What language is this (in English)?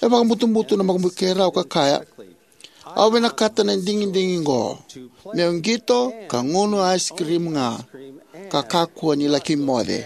Fijian